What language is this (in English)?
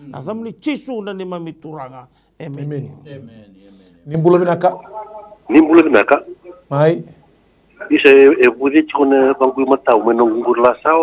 Fijian